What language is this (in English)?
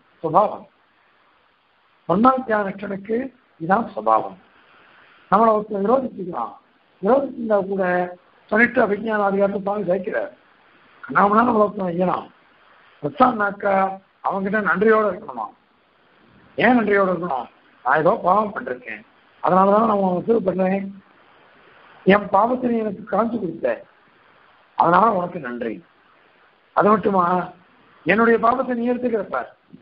Tamil